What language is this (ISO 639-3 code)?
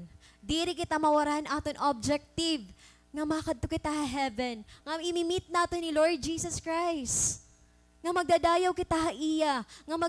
war